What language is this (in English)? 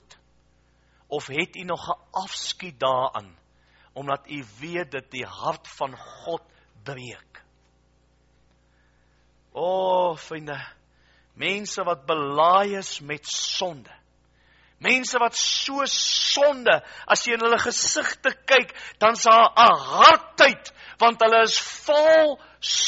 Afrikaans